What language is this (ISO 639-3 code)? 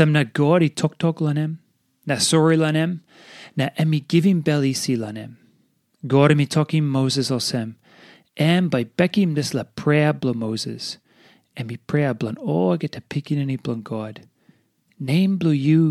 tpi